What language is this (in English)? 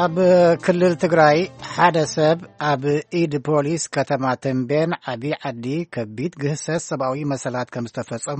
Tigrinya